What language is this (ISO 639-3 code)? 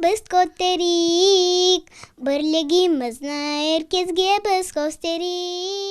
crh